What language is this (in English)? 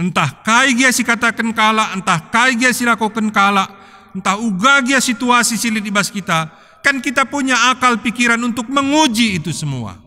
Batak Karo